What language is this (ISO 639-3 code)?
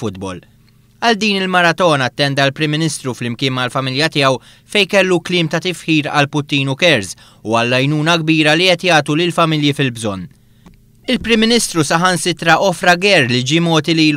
mlt